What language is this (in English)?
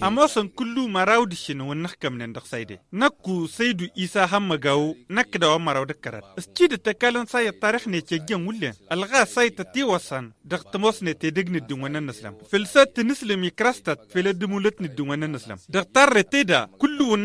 Tamasheq